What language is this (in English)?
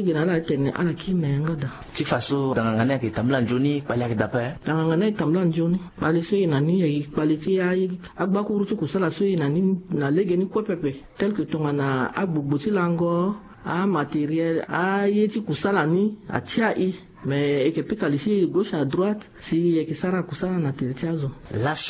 Sango